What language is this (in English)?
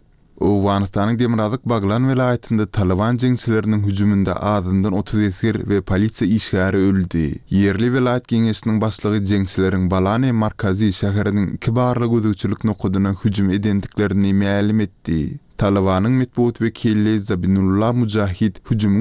Turkmen